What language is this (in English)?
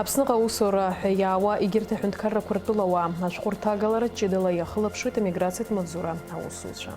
Abkhazian